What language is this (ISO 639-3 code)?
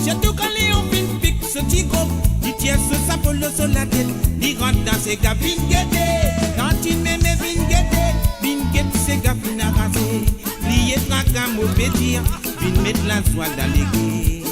mfe